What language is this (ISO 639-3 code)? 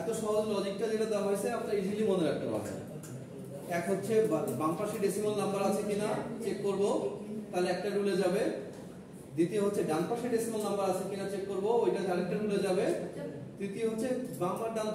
ben